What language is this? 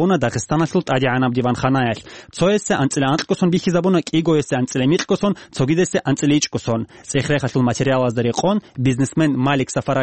Avaric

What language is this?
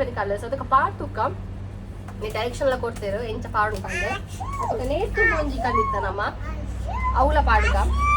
Tulu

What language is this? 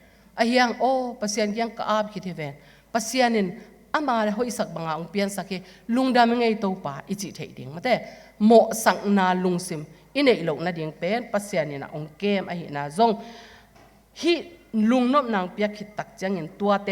Tedim Chin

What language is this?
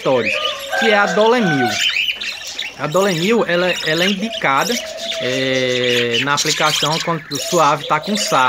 Portuguese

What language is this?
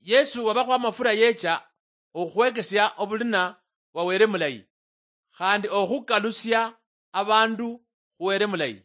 Luyia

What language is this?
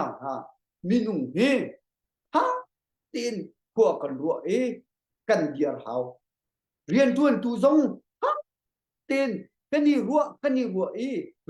Hakha Chin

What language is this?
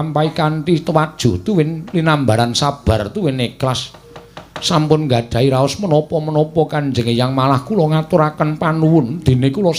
Javanese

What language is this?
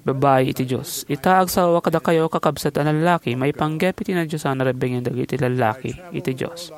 Iloko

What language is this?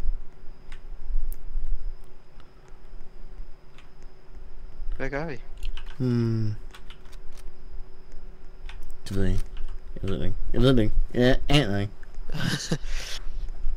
Danish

